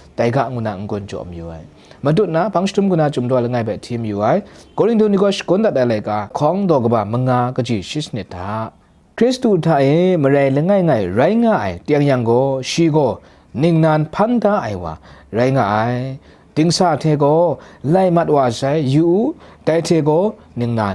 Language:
Kachin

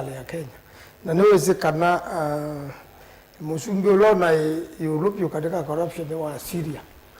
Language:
Kamba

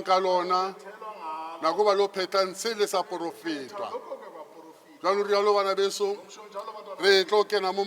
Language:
Southern Sotho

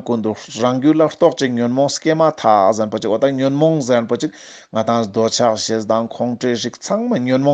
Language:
Ladakhi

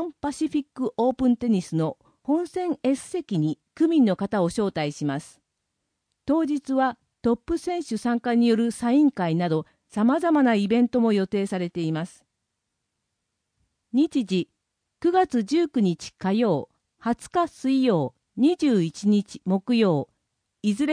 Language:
Japanese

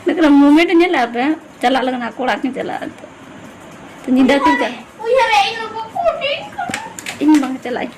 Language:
Santali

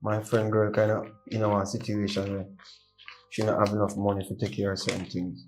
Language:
Jamaican Creole English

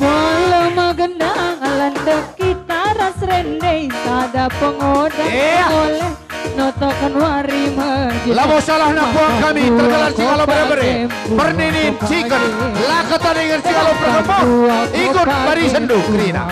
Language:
Batak Karo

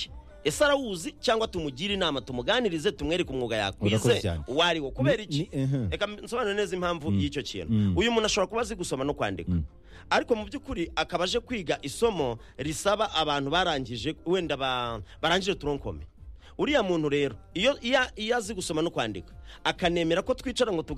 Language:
Kinyarwanda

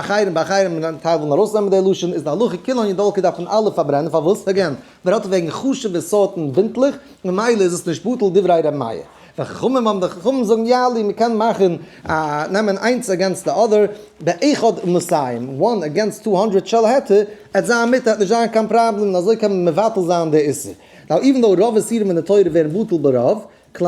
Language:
Yiddish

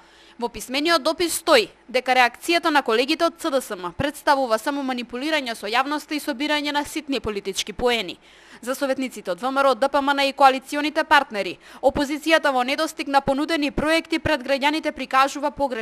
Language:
Macedonian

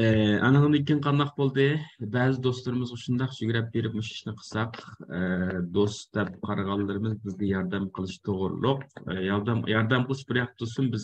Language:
Uyghur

